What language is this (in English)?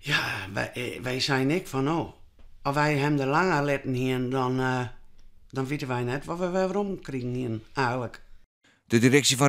Western Frisian